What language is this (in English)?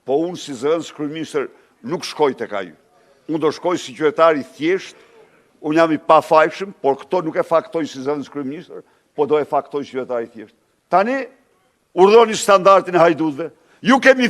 Albanian